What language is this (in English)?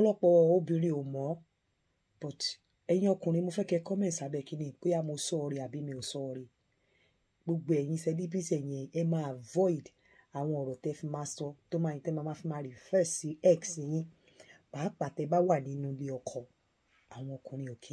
Yoruba